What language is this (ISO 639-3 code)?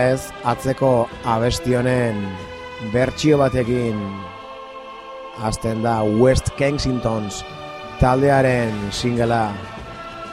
eus